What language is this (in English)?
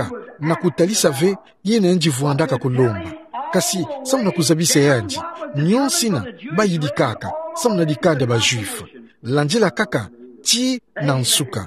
Kituba (Democratic Republic of Congo)